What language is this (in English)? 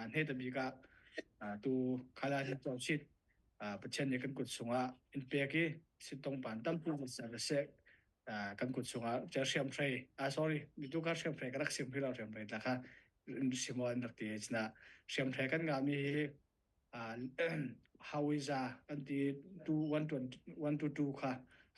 Falam Chin